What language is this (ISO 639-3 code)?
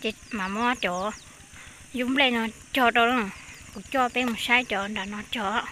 hmn